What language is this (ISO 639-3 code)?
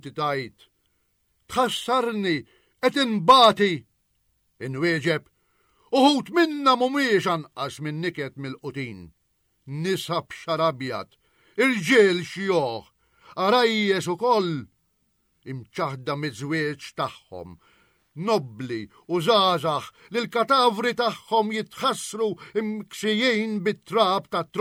mlt